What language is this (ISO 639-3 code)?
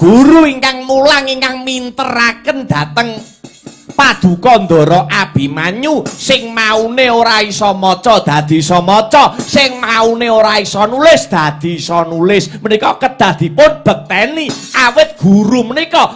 jav